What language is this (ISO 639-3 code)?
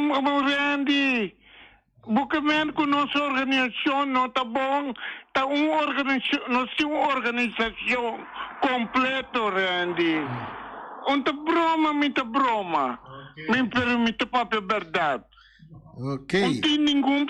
pap